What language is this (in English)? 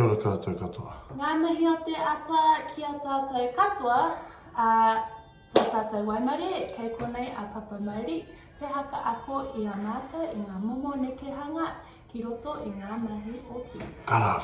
Māori